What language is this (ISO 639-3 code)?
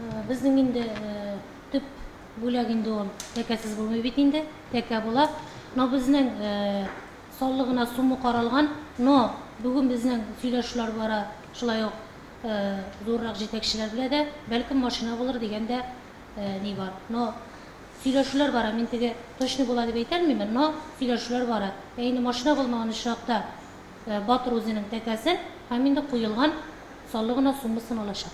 tat